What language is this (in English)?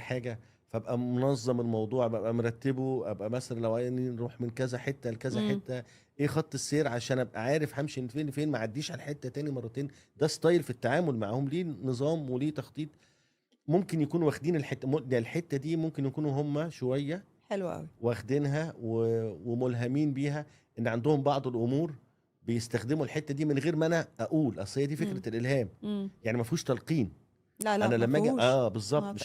Egyptian Arabic